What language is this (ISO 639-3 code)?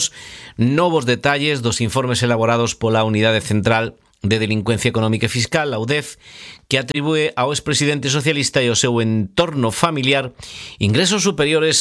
glg